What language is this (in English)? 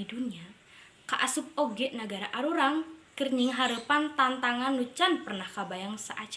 Sundanese